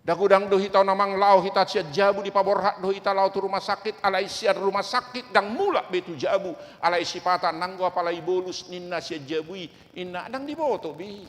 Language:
Batak Toba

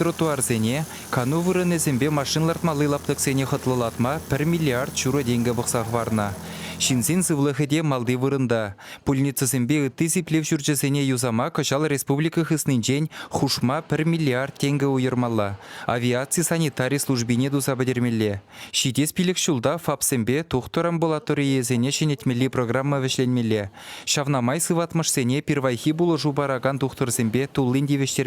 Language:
Chuvash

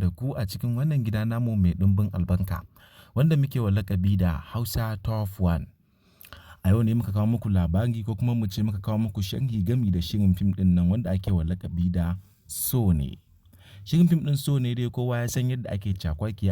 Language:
Hausa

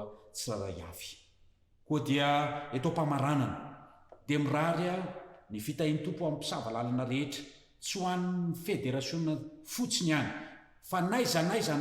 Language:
Malagasy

